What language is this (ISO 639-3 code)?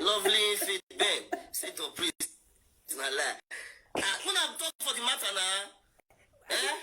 pcm